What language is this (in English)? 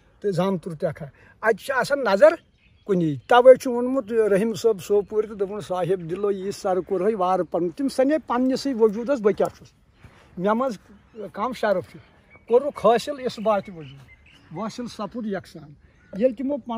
Kashmiri